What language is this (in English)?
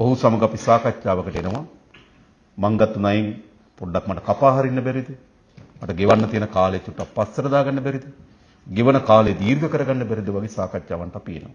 Sinhala